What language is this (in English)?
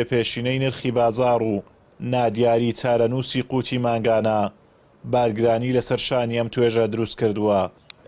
Central Kurdish